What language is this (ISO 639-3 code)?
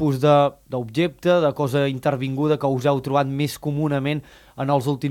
cat